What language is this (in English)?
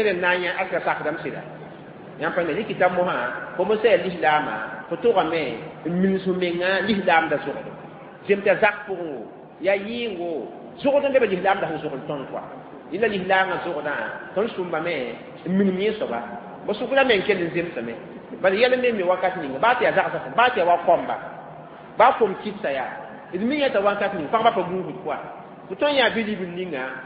Mossi